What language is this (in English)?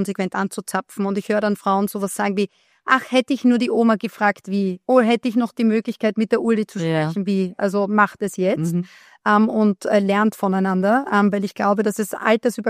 German